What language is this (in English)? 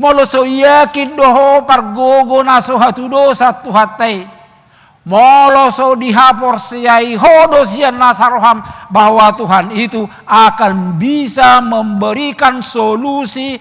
Batak Toba